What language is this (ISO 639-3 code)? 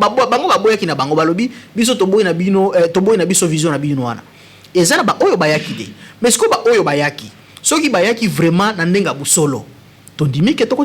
lin